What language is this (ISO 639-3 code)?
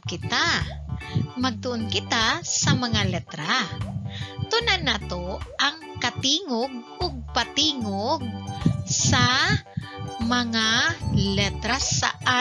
ceb